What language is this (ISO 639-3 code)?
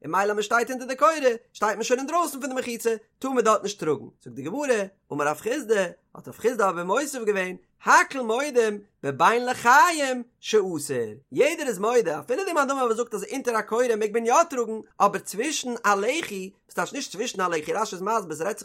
yid